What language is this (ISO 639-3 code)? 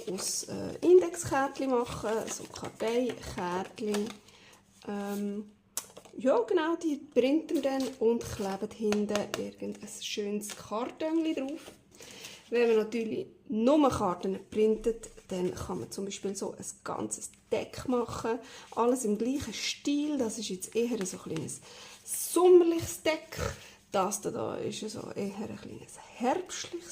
gsw